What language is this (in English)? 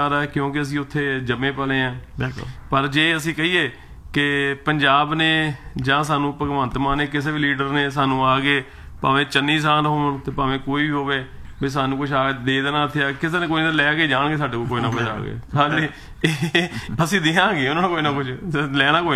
Punjabi